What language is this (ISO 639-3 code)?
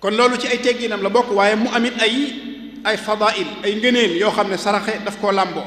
wol